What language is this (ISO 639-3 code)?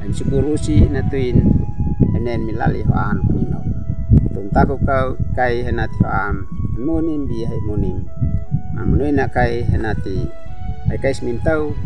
aoz